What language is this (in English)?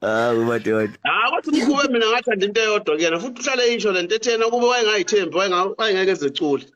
Zulu